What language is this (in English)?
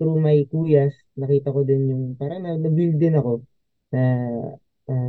Filipino